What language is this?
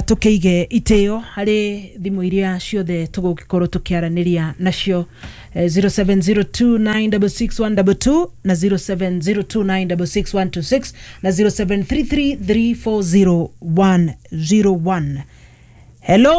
Kikuyu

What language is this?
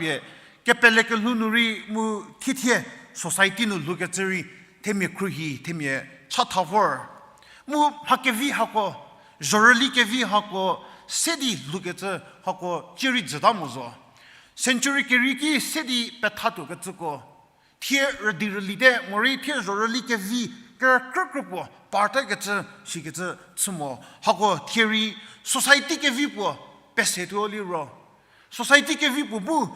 Angami Naga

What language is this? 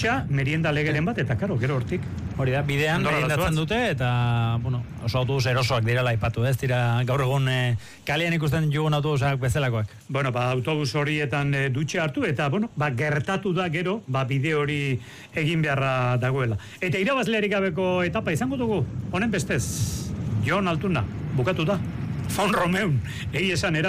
Basque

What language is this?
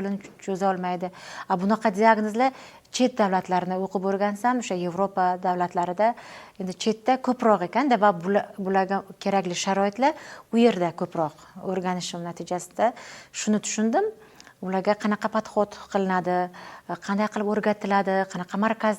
Uzbek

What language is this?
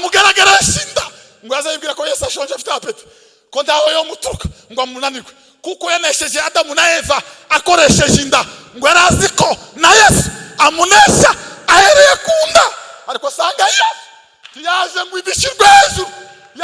Kinyarwanda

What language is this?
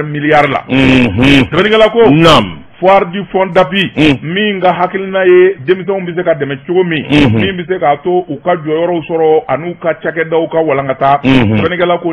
Bambara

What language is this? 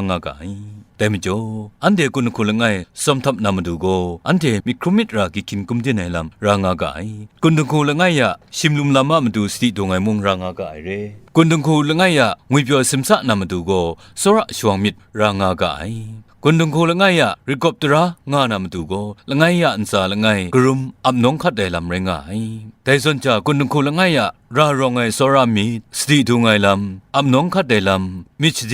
Kachin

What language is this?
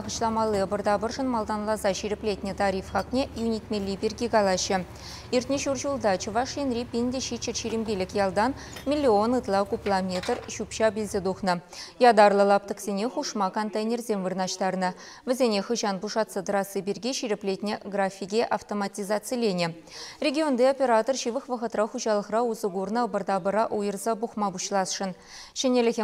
Chuvash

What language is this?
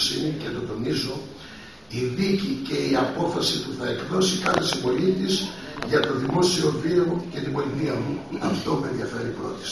Greek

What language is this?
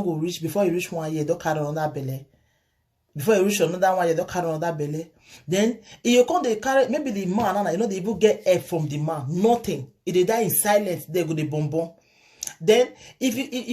Nigerian Pidgin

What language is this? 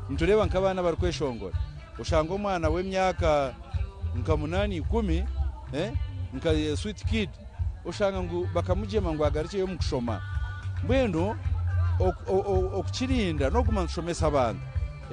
Nyankole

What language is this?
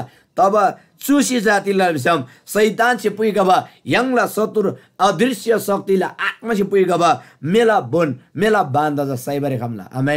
Eastern Tamang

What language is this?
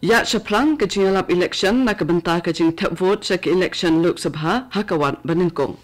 Khasi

